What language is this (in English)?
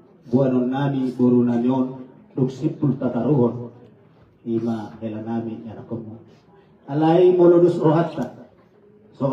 Batak Toba